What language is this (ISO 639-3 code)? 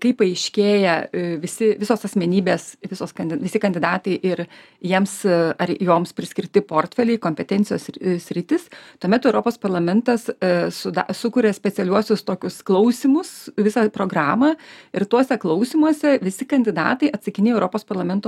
lit